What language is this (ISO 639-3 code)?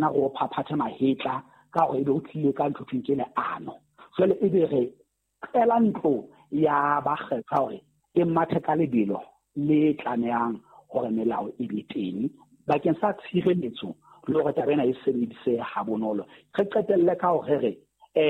sot